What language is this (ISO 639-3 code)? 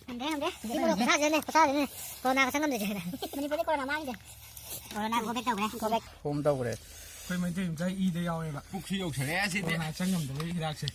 mni